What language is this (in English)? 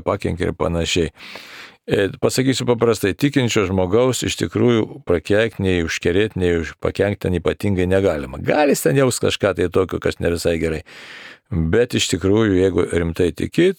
Lithuanian